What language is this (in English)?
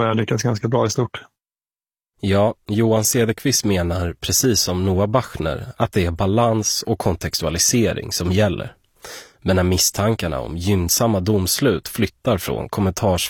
Swedish